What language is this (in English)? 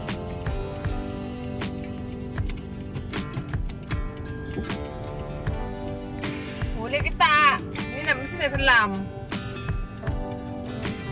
Malay